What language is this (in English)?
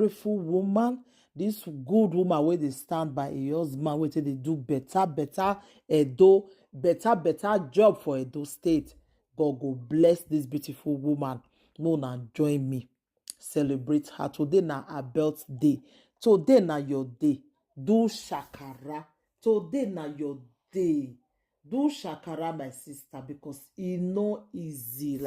Nigerian Pidgin